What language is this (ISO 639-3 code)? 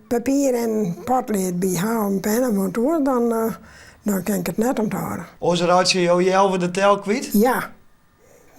fry